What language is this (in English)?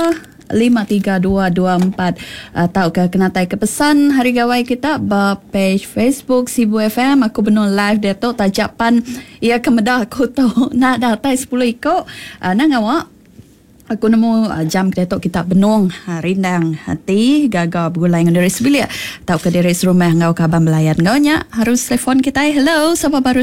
Iban